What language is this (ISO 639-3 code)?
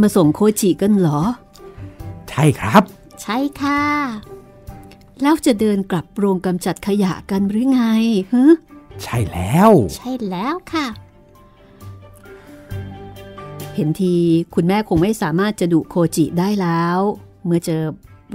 tha